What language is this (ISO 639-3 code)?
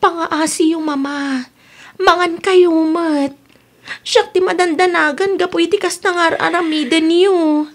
ilo